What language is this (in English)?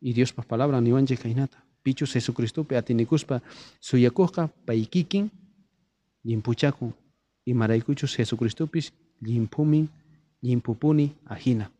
South Bolivian Quechua